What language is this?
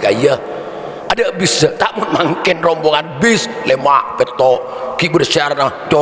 Madurese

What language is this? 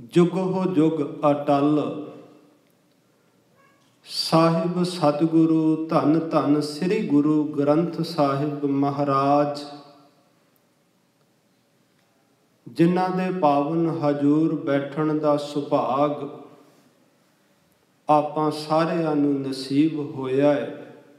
Punjabi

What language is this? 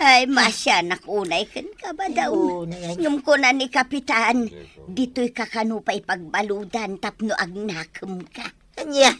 Iloko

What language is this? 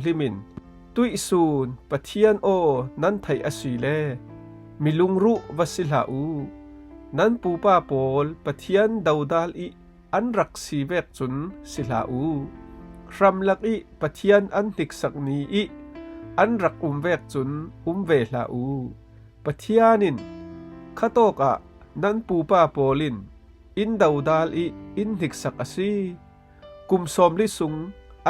Falam Chin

